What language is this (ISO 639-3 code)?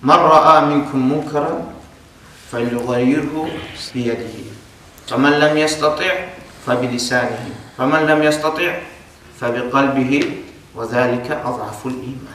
kum